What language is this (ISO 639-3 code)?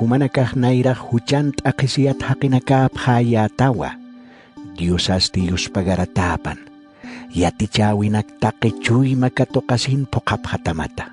aym